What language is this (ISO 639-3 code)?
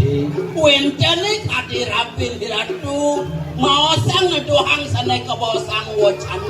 ban